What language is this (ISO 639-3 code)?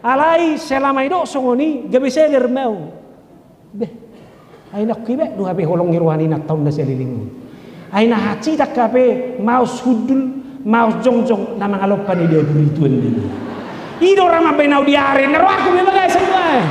bbc